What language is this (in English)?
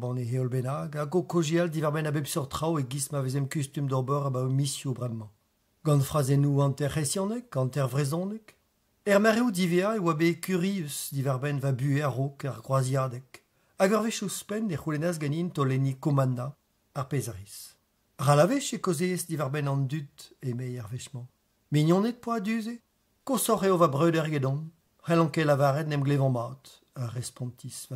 Breton